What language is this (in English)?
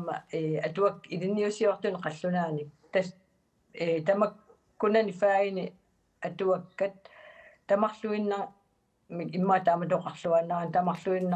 Kalaallisut